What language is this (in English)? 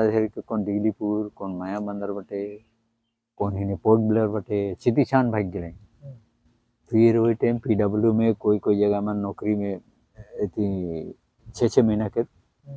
Sadri